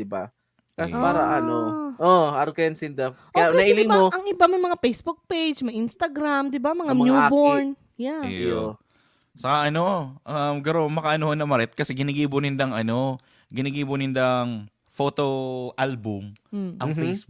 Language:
Bikol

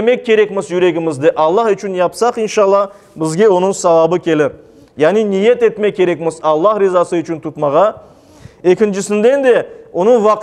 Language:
Crimean Tatar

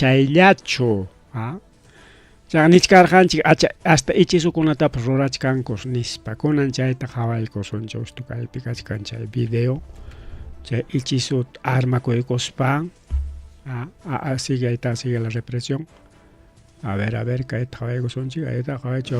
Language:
Ayacucho Quechua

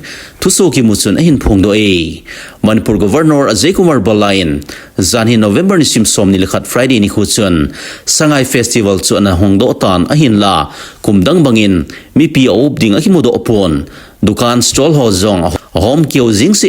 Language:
Thado Chin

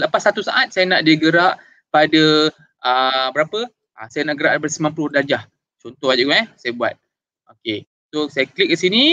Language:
Malay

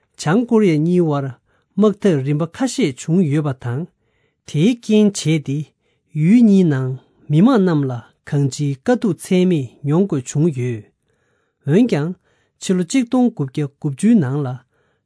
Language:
Tibetan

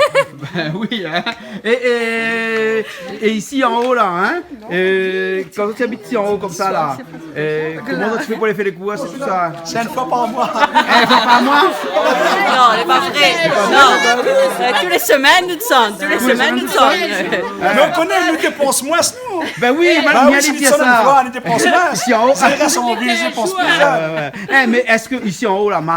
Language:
Réunion Creole French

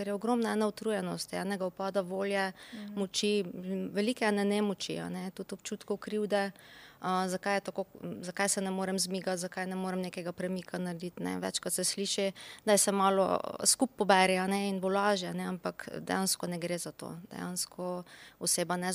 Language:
Slovenian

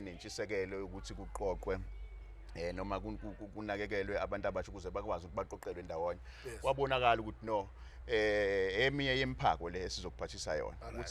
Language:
Zulu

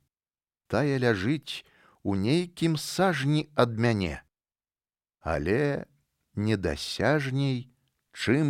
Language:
Belarusian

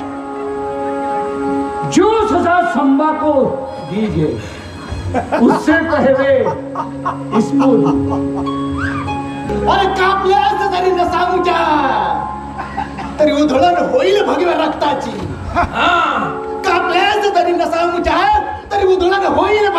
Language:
Marathi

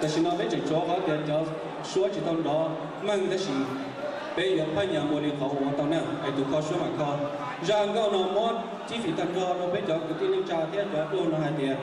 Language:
Hmong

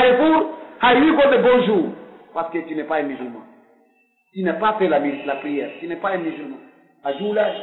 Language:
Pular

